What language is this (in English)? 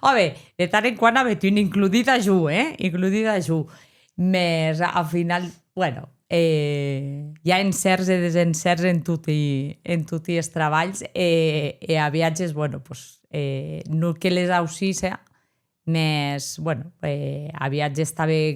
Occitan